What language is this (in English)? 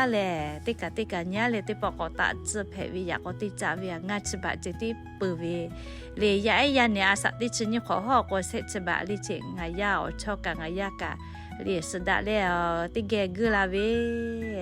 Lahu